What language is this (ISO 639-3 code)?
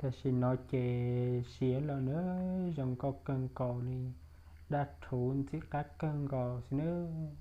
hmn